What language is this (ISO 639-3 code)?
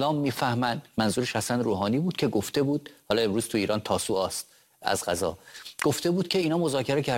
fas